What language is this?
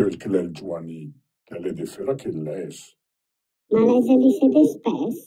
Lombard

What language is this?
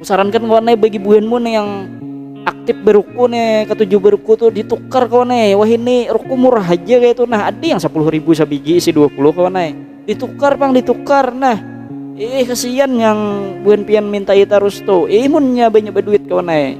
Banjar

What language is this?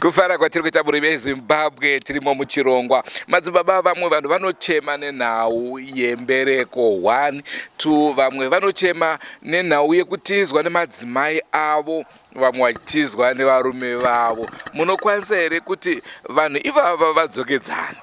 Shona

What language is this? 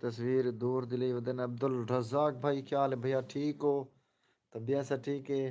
Saraiki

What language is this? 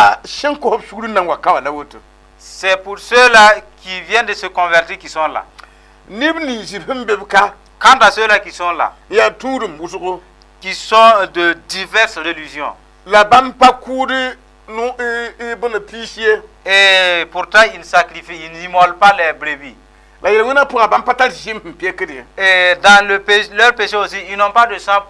Mossi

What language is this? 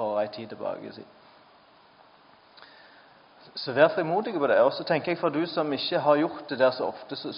Norwegian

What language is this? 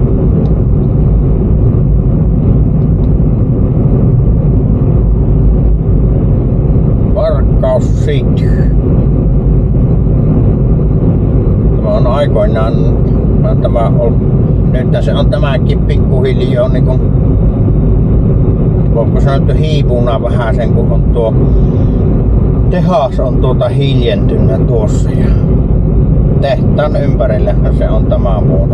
Finnish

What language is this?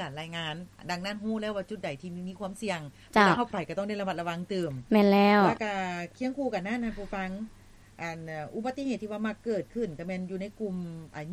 Lao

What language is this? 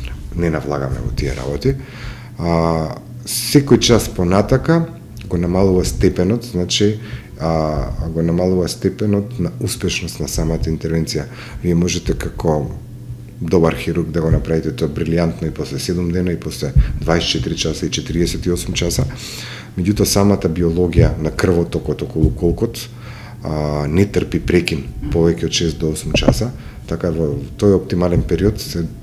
Macedonian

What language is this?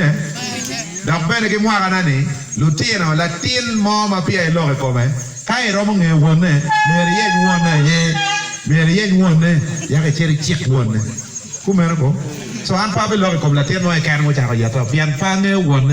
Acoli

